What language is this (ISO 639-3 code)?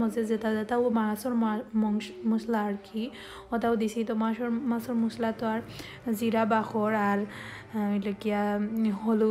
syl